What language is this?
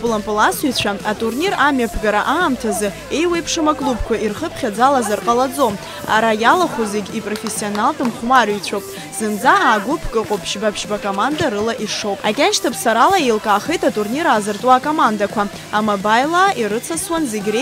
Abkhazian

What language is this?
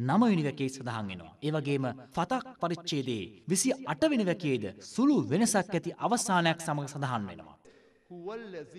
Sinhala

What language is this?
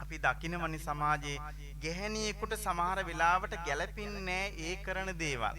Sinhala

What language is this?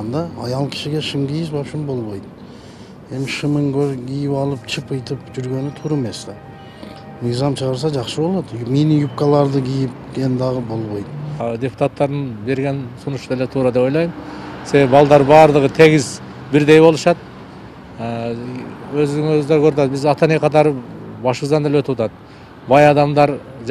Kyrgyz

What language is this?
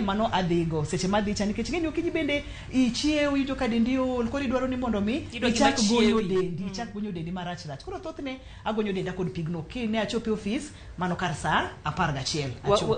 Luo (Kenya and Tanzania)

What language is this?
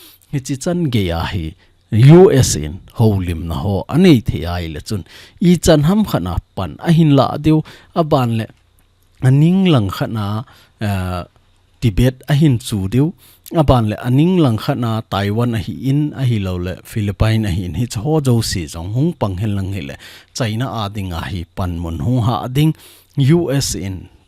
Thado Chin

